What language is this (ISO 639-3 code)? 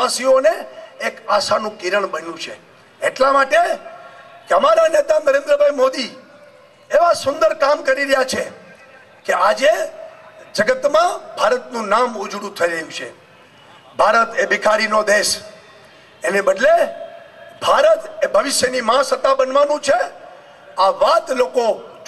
guj